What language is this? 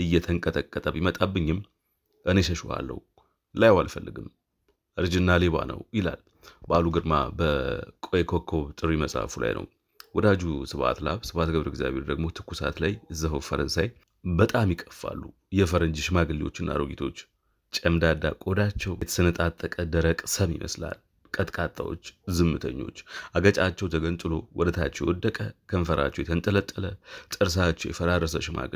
Amharic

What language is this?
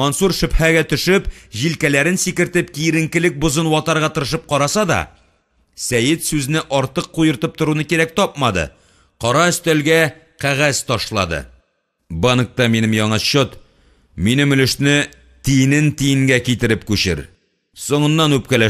Tatar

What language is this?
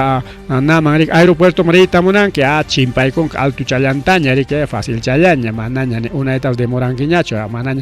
Ayacucho Quechua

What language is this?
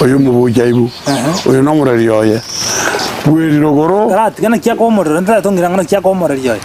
Gusii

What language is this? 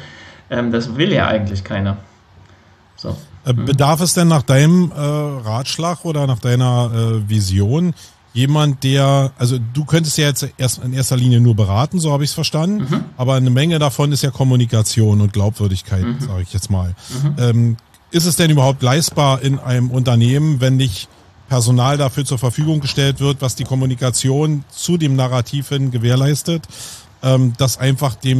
German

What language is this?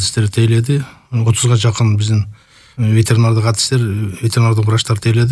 Kyrgyz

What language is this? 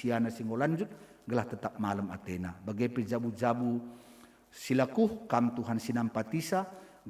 Batak Karo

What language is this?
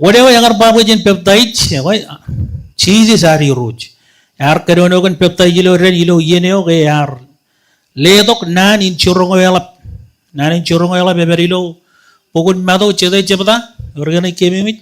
Marshallese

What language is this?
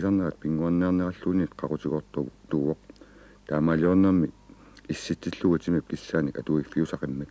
Kalaallisut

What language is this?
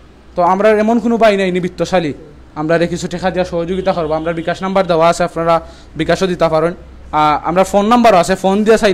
Sylheti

